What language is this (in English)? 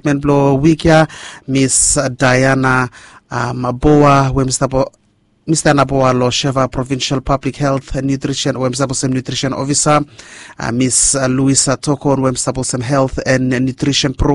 Bislama